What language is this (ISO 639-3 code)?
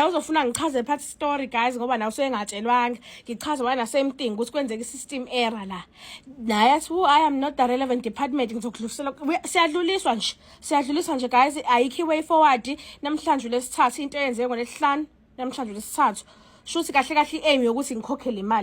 zul